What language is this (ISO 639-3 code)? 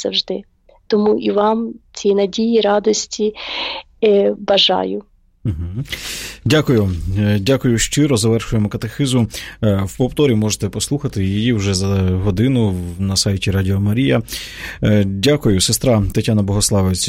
ukr